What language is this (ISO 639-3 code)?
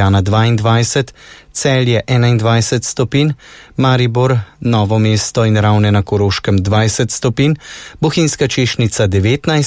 slv